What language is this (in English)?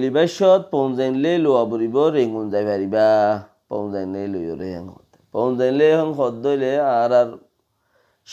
Rohingya